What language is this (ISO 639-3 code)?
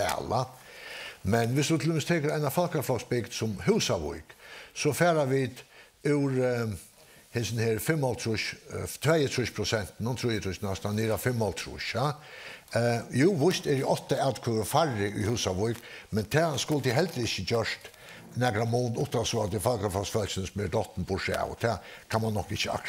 fao